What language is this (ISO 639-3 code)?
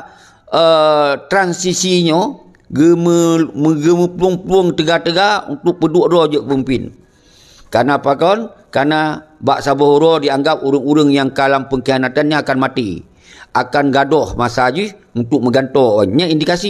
ace